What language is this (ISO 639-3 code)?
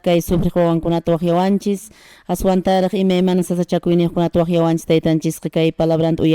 que